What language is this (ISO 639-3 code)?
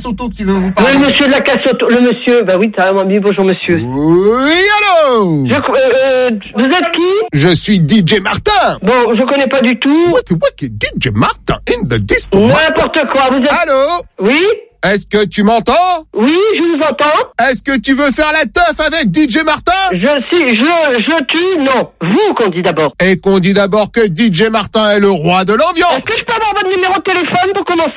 fra